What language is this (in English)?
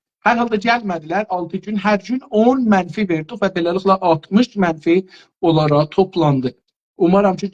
South Azerbaijani